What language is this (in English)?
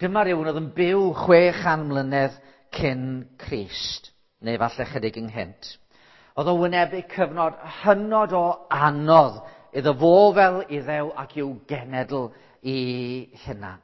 Welsh